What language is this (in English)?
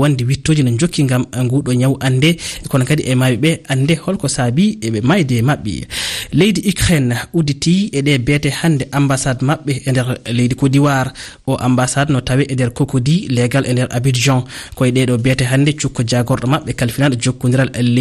Fula